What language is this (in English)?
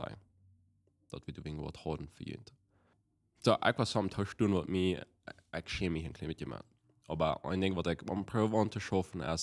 Plautdietsch